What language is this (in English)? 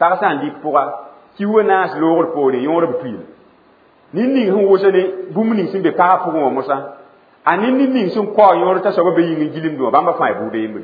Mossi